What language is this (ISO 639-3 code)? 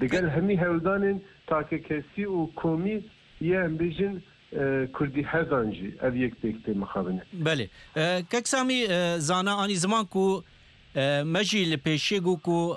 kur